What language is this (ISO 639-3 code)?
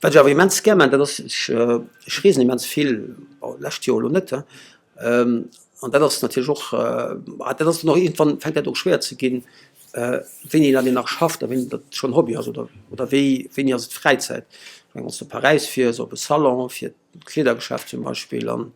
ltz